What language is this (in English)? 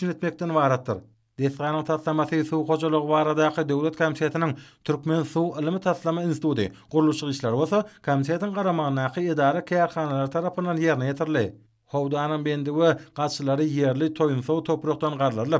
Turkmen